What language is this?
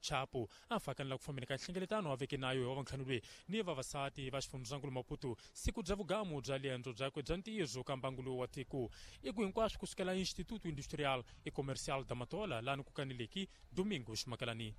Tsonga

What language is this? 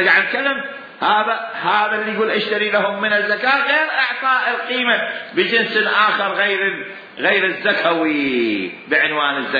Mesopotamian Arabic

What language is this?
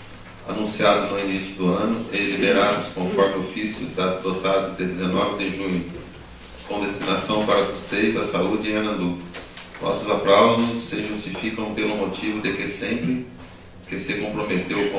Portuguese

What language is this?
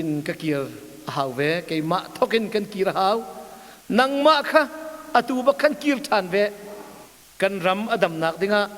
Hakha Chin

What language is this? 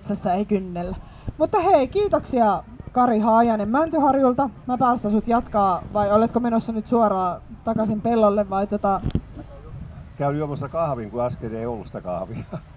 Finnish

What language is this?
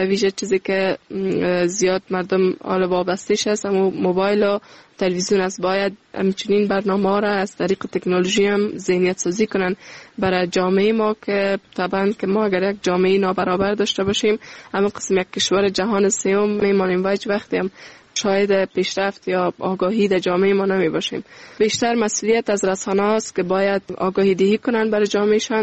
Persian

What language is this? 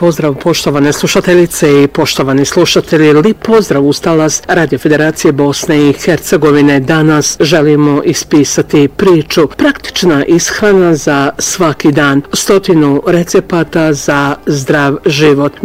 Bosnian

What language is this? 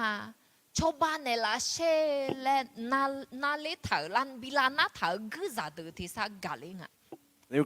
Akha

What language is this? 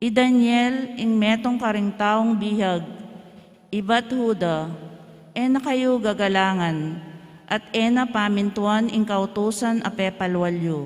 Pampanga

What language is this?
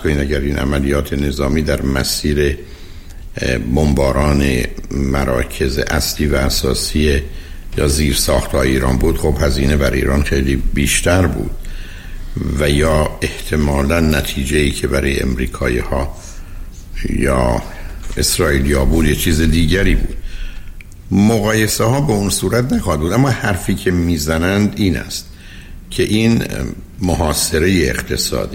Persian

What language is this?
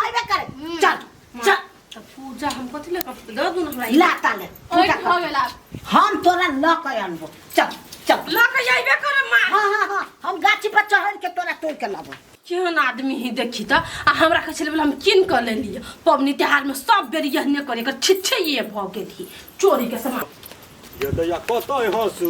Maithili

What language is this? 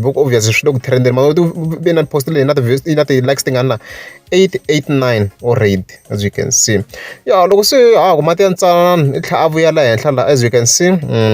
Tsonga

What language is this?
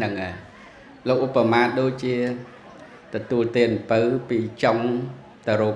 Khmer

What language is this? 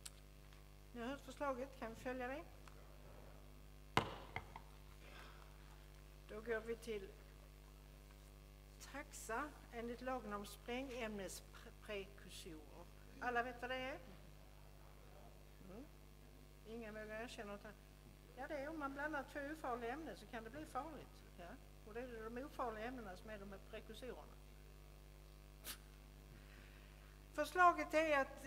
Swedish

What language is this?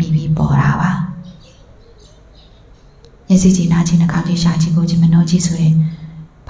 Burmese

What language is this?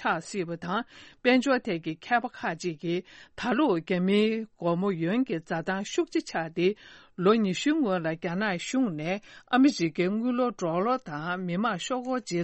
Tibetan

